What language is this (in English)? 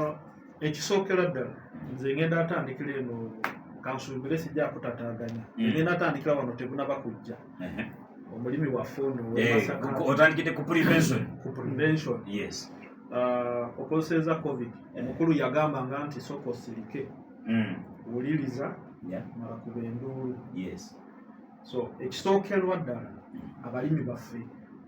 Ganda